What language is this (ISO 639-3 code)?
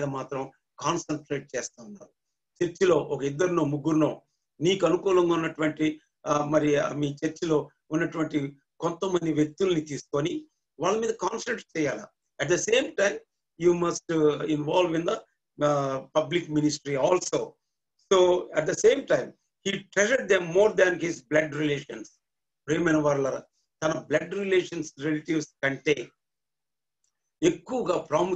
tel